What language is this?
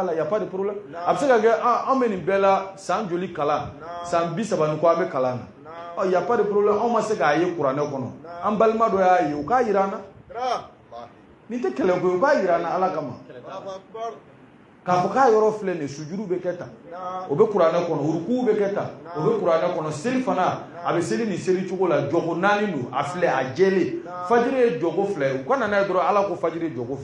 Bambara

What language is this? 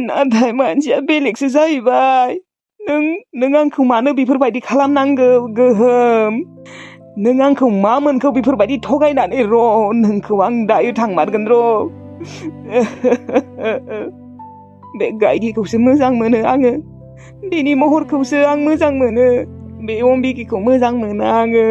Bodo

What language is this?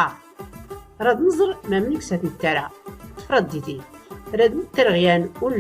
Tachelhit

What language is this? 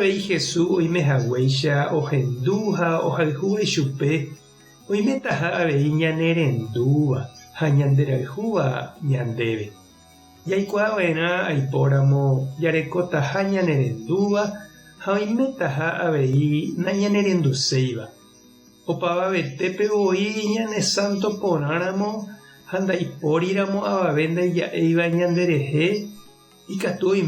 Guarani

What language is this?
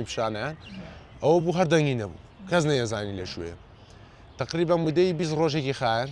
Central Kurdish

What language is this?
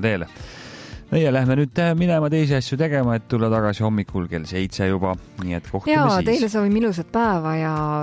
Estonian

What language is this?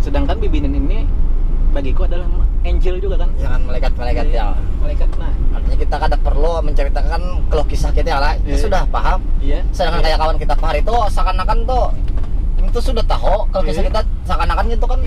Banjar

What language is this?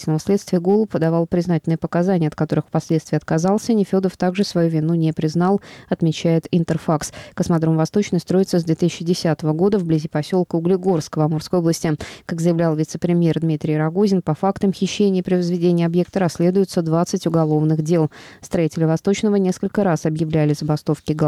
Russian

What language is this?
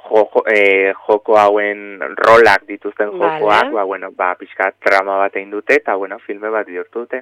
Basque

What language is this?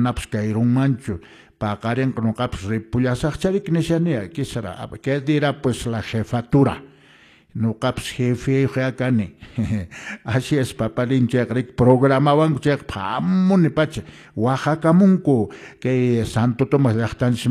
Quechua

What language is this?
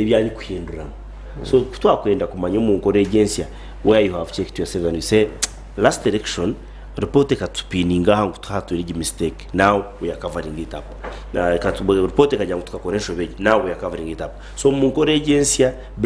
Nyankole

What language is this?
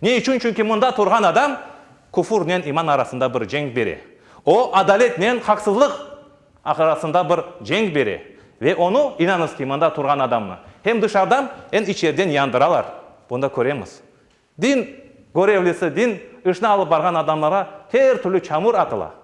Crimean Tatar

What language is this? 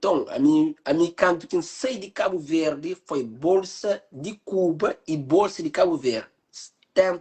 Kabuverdianu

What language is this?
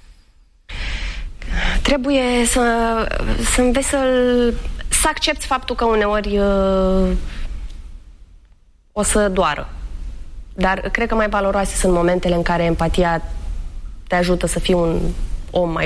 Romanian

